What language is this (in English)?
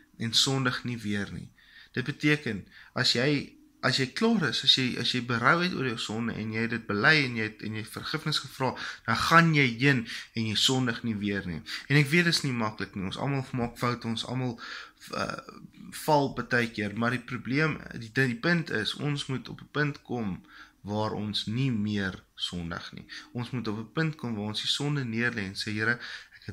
Afrikaans